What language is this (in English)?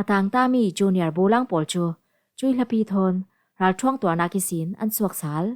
Falam Chin